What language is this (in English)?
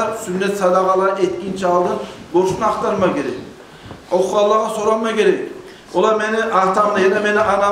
Kumyk